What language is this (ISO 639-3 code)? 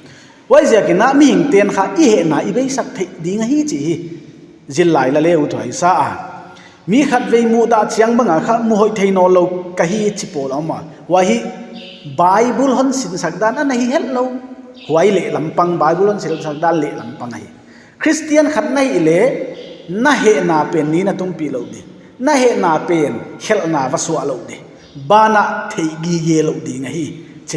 pck